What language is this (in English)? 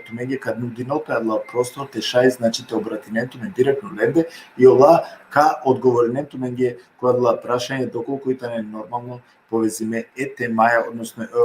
Balkan Romani